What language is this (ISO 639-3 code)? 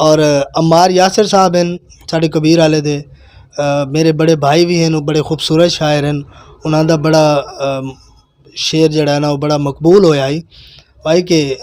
lah